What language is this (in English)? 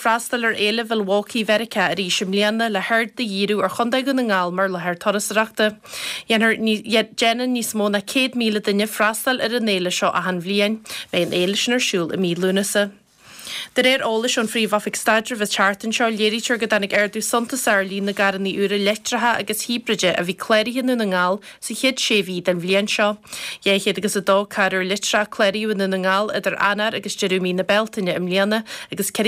Irish